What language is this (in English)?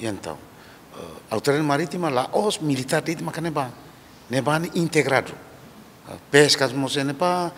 Tetum